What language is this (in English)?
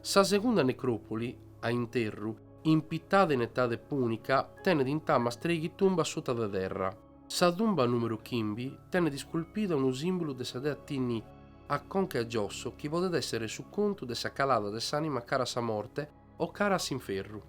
Sardinian